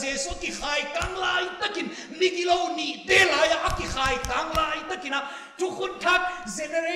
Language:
Paite Chin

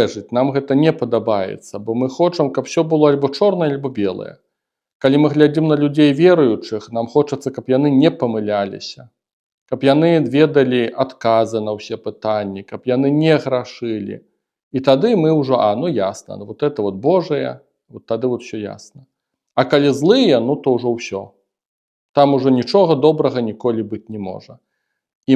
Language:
Belarusian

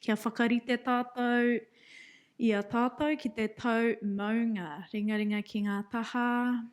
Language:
Māori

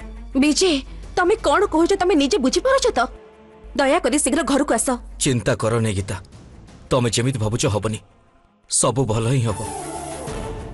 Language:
Odia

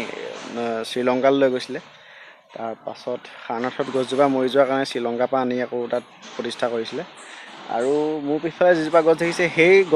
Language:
Assamese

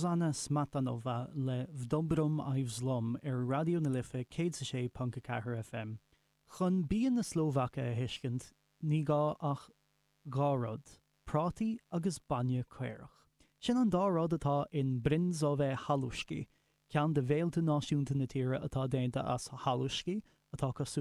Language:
Irish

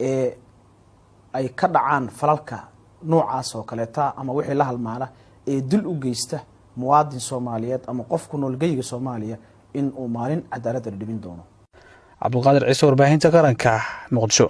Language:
Somali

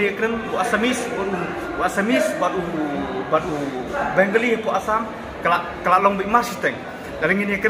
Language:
Khasi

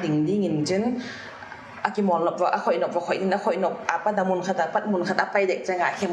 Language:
Paite Chin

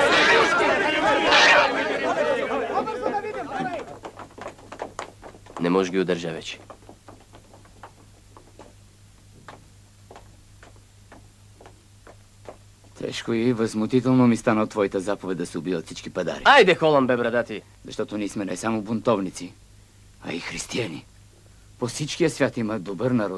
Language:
Bulgarian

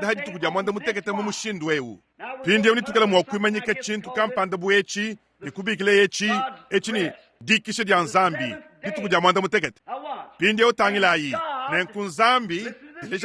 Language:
Luba-Lulua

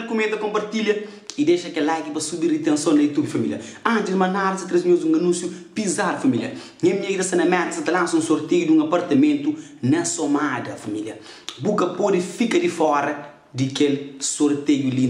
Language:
Kabuverdianu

